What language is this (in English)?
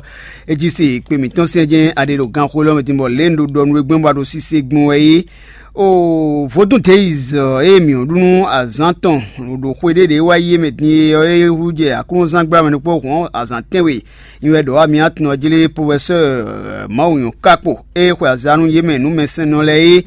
Fon